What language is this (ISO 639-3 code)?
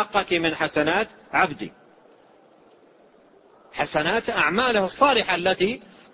ara